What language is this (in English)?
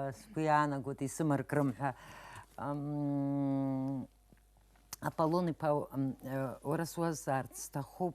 Abkhazian